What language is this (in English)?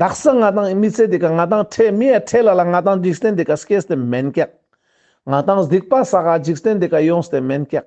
Ladakhi